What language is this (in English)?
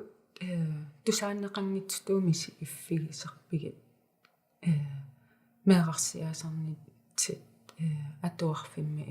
Kalaallisut